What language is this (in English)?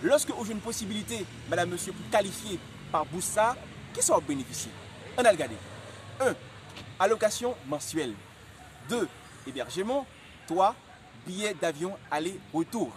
Haitian Creole